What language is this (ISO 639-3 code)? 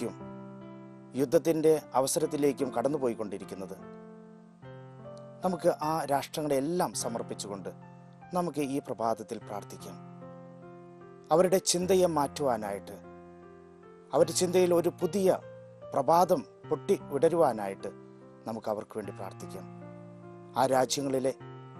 mal